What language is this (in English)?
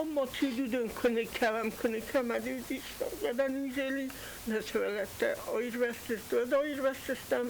Ossetic